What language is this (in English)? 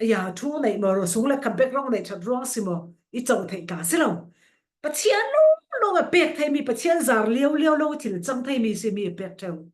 Falam Chin